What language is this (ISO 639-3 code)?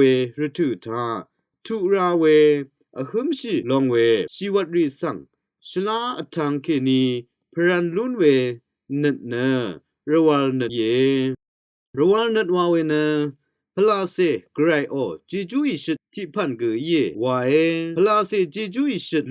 raw